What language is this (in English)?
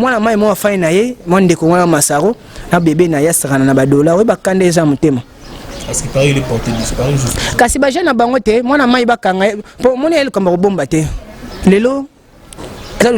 Lingala